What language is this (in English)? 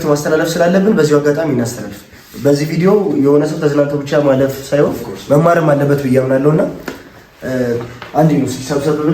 Amharic